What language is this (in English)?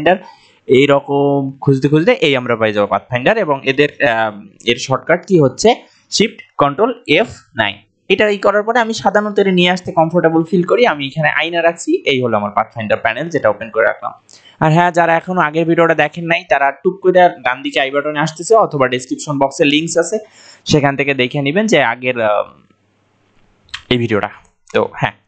Bangla